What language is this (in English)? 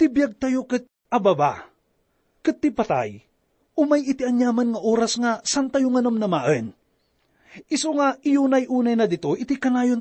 Iloko